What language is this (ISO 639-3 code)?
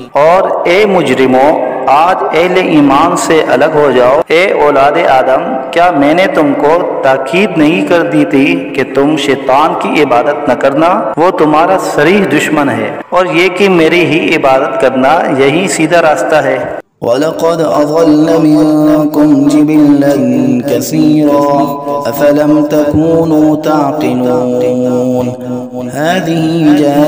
urd